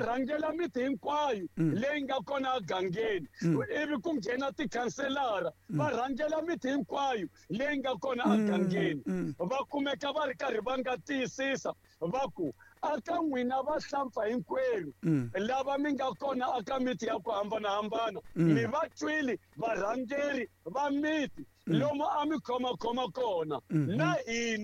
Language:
Tsonga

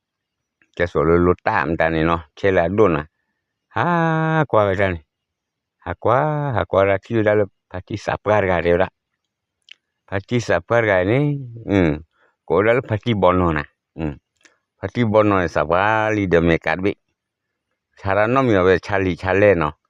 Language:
S'gaw Karen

